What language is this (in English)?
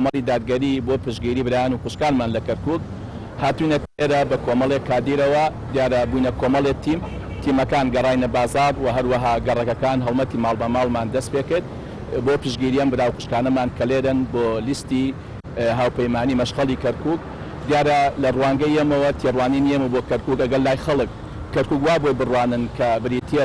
Central Kurdish